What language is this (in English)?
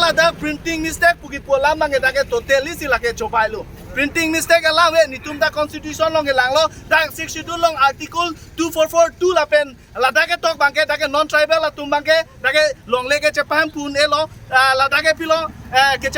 Karbi